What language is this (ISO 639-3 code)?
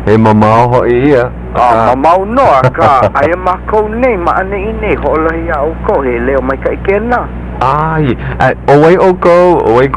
haw